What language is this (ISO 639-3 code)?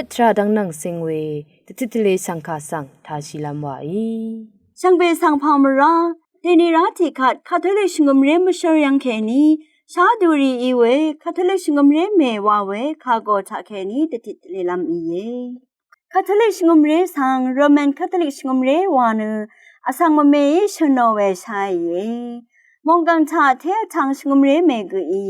raw